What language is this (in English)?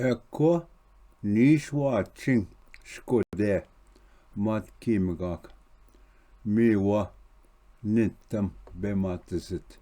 Ojibwa